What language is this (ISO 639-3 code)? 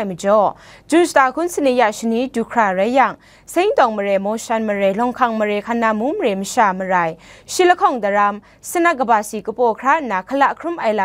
kac